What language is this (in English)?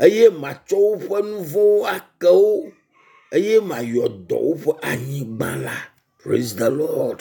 Ewe